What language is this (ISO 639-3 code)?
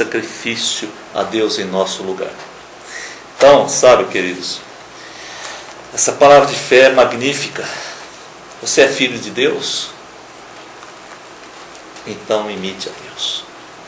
por